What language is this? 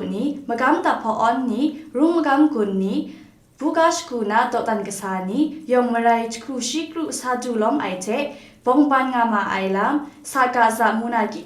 Kachin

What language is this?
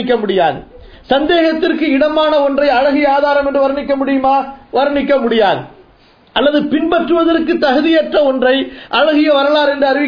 Tamil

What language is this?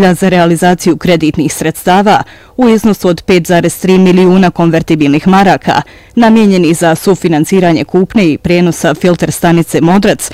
Bosnian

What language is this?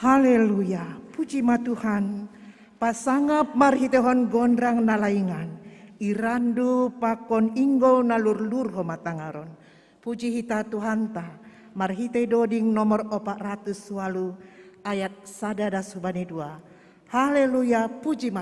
Batak Simalungun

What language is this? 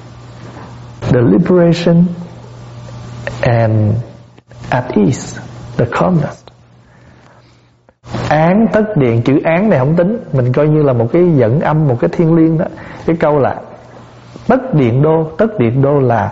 Vietnamese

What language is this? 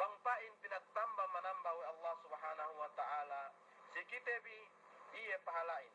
Yakan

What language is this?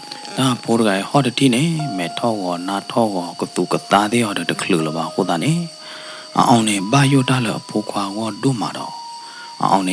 S'gaw Karen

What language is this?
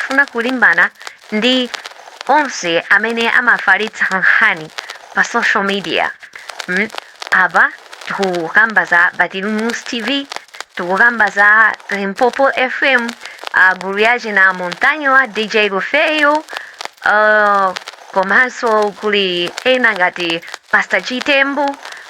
Nyanja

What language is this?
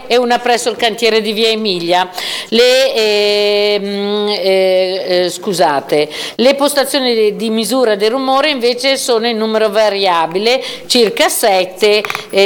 Italian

